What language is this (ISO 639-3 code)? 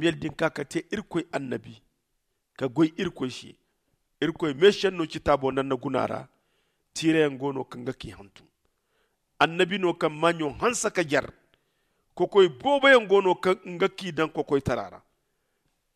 dje